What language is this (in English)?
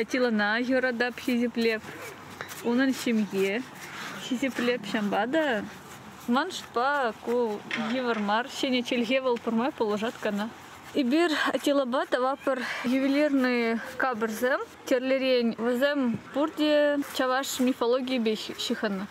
Chuvash